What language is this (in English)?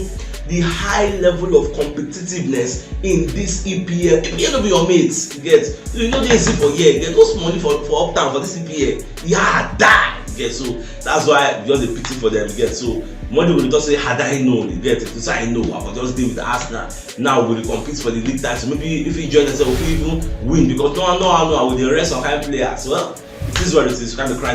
Nigerian Pidgin